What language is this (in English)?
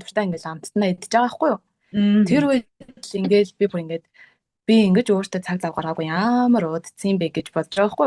Mongolian